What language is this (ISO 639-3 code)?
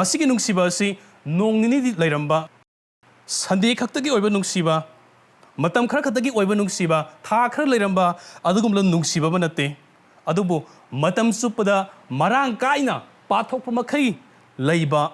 mni